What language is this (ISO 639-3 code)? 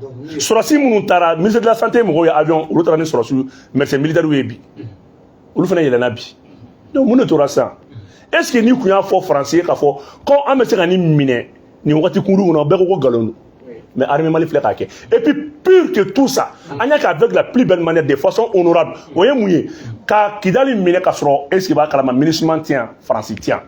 bam